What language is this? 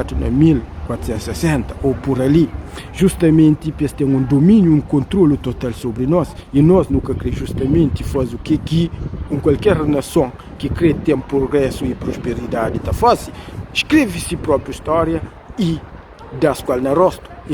Kabuverdianu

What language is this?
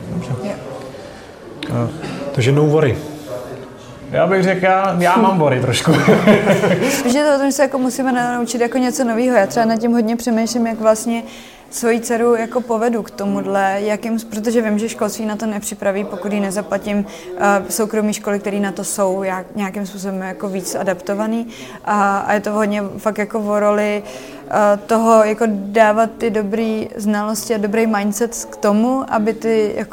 Czech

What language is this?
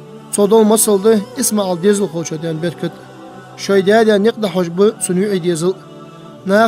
Ingush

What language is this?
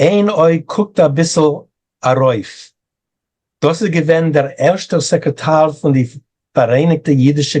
Yiddish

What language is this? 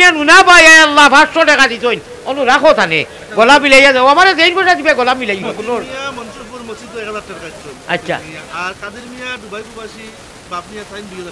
Sylheti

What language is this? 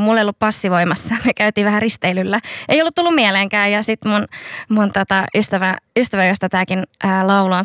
Finnish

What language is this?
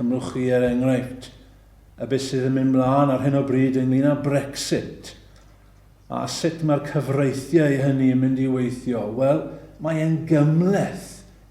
Welsh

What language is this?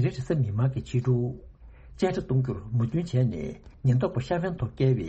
Tibetan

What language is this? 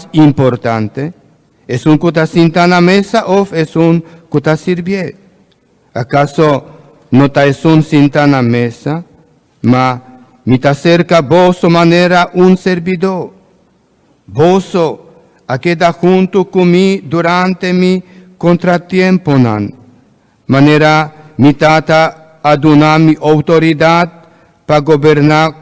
Papiamento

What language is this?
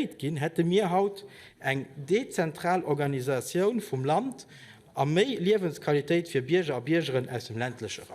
Luxembourgish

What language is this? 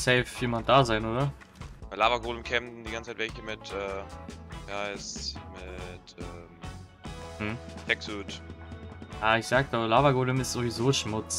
German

